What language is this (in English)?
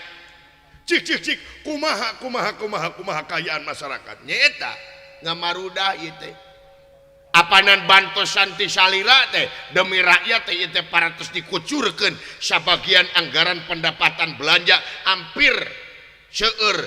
Sundanese